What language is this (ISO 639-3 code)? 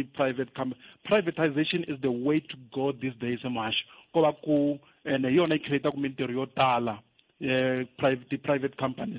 tso